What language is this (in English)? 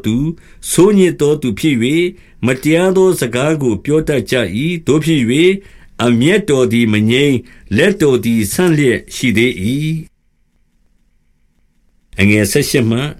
Burmese